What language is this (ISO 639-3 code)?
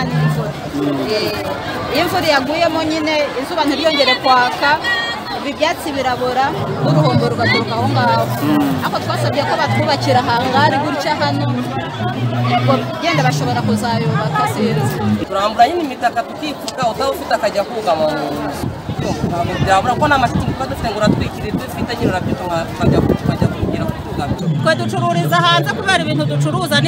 kin